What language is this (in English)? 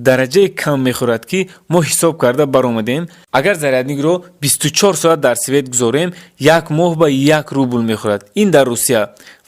Tajik